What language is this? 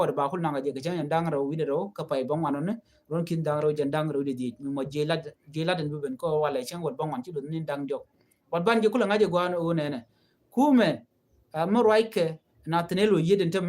Nuer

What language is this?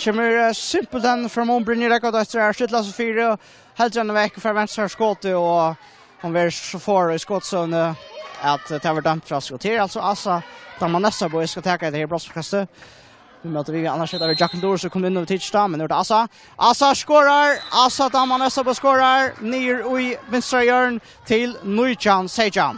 Faroese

